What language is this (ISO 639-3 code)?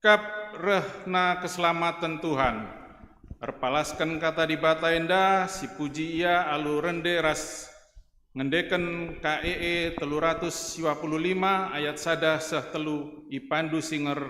btx